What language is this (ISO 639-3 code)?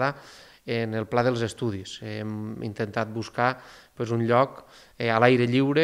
cat